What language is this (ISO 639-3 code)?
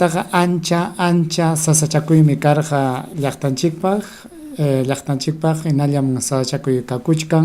quy